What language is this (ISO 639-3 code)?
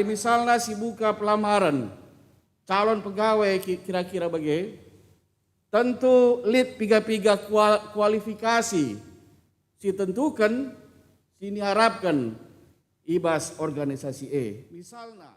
btx